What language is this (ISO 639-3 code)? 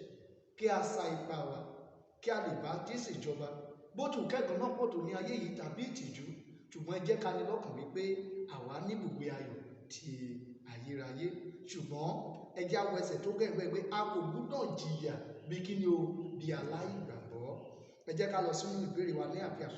yor